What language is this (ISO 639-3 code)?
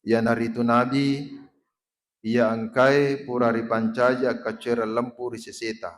bug